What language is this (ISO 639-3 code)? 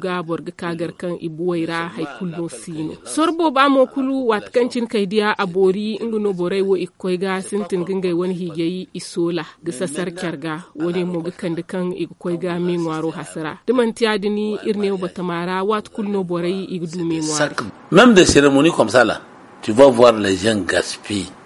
dje